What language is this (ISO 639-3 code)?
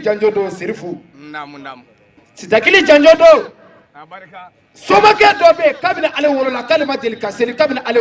bam